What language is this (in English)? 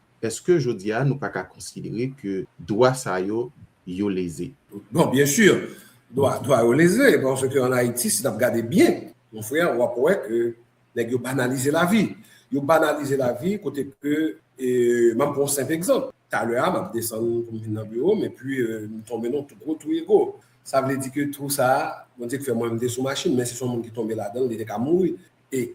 Haitian Creole